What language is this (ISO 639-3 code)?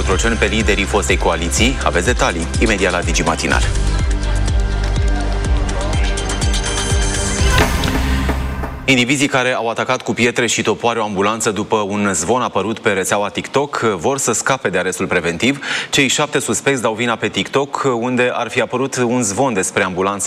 ron